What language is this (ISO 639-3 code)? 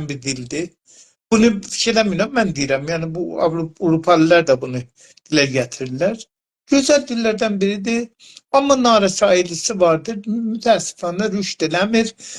azb